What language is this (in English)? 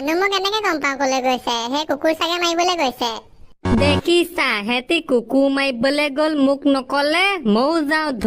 Assamese